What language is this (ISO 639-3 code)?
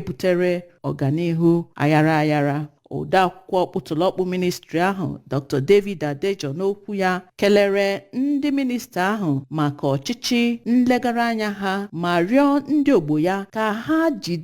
ibo